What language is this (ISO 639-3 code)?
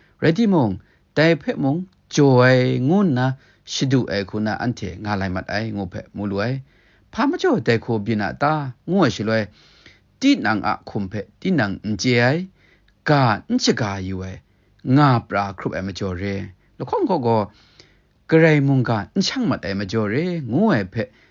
kac